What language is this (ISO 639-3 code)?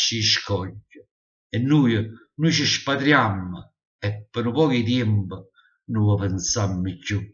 nap